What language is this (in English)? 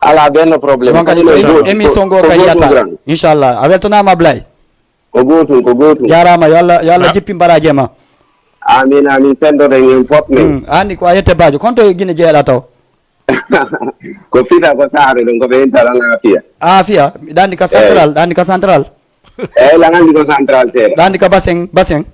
Fula